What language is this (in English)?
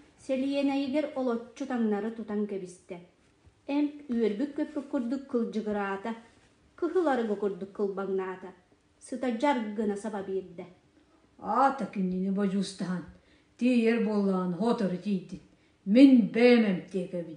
Yakut